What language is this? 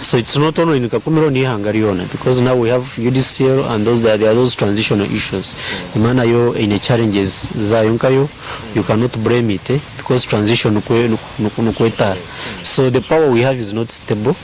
Nyankole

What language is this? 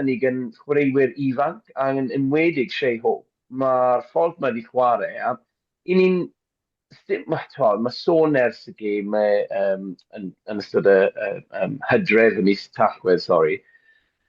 Welsh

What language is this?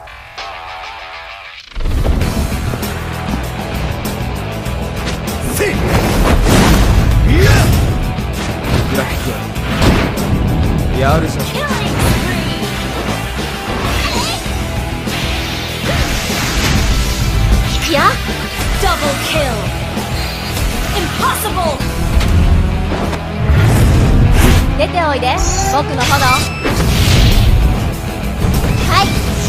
Japanese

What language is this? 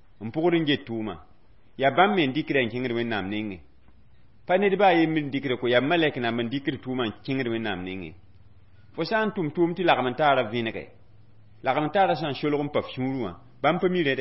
Mossi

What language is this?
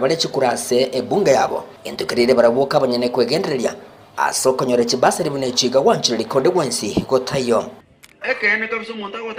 Gusii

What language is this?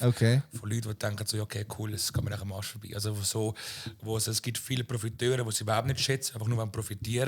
Swiss German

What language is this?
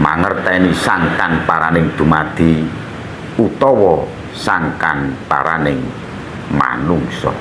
Javanese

